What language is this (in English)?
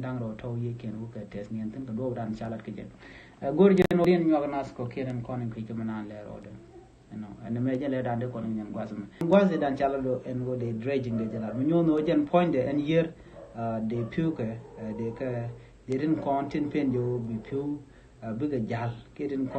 Nuer